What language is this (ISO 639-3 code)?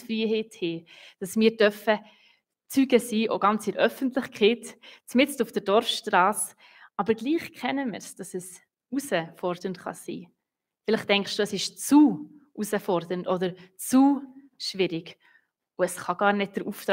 gsw